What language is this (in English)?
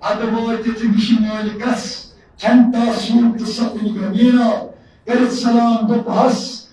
Kashmiri